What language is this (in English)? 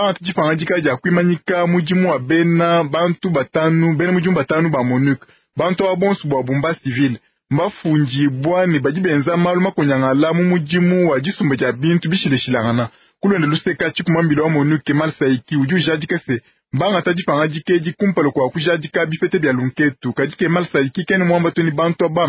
Luba-Lulua